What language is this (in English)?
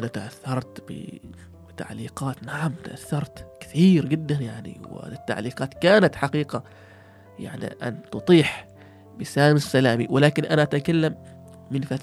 Gulf Arabic